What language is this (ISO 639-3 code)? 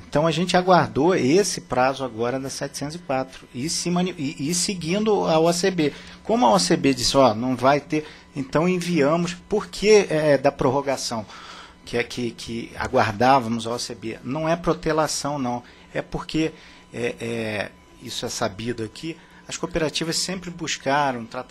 por